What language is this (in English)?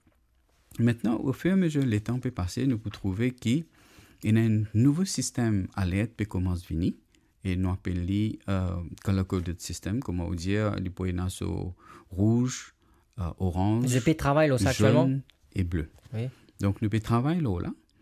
Morisyen